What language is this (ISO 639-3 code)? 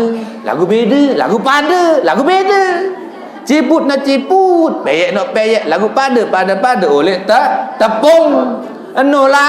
sas